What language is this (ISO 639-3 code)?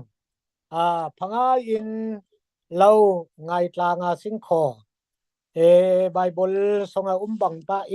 cfm